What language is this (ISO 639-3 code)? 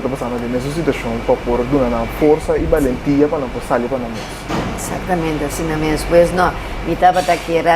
pap